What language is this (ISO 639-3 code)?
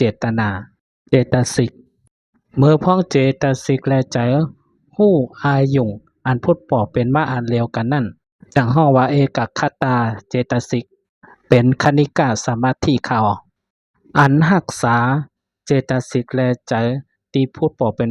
shn